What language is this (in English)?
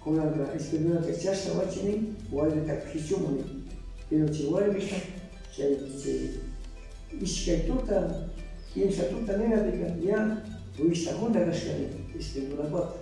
Cañar Highland Quichua